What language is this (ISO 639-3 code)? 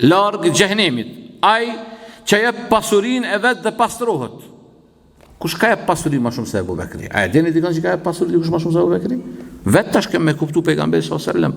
sqi